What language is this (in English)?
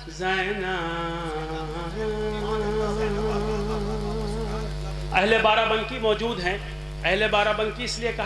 Urdu